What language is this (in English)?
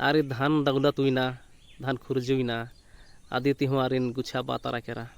Kurukh